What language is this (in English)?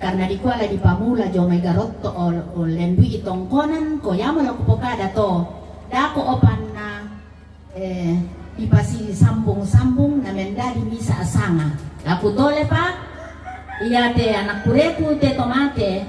Toraja-Sa'dan